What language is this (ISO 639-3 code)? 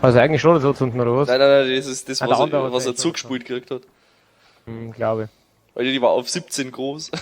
bar